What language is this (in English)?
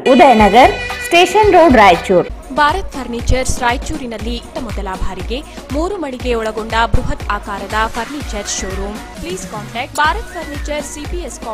Kannada